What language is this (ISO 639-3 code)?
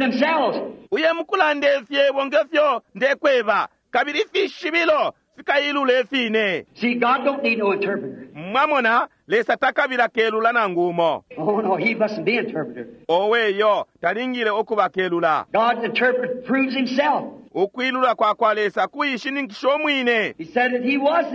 bem